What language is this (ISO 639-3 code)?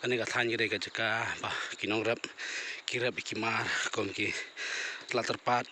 kha